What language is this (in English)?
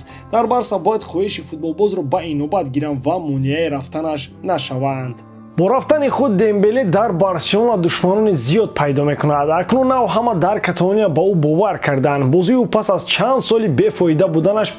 Tajik